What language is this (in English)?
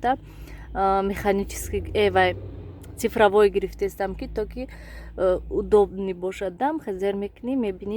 Tajik